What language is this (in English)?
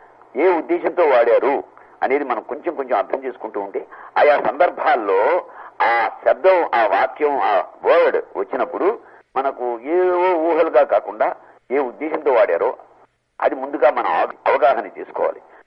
Telugu